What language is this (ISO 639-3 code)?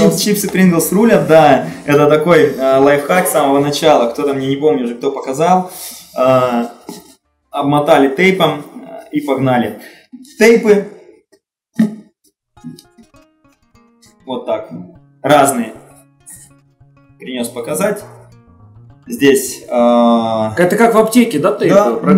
rus